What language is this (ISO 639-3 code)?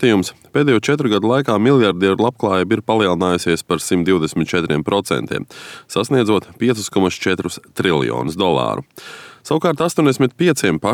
lav